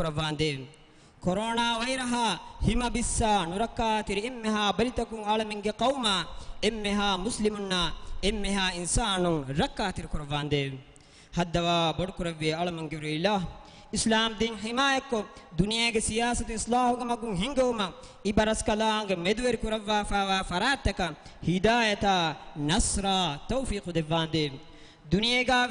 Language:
Divehi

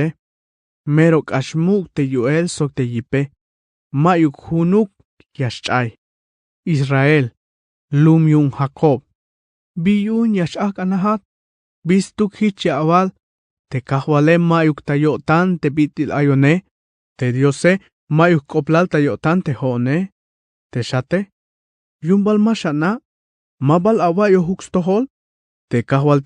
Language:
Tzeltal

